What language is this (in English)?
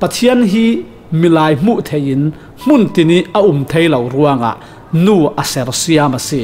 Falam Chin